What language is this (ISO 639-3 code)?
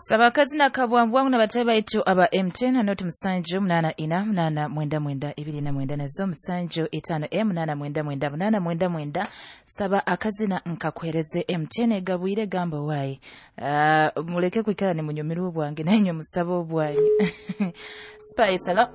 nyo